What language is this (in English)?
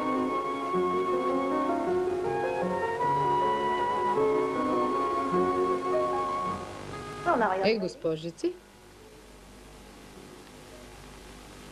Bulgarian